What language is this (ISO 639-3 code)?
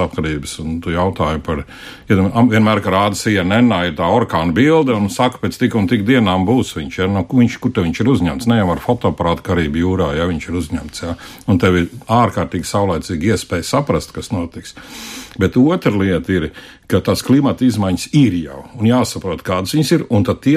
lav